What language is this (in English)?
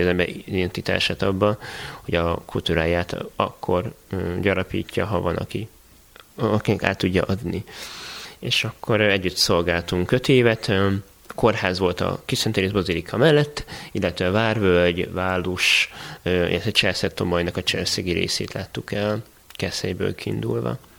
Hungarian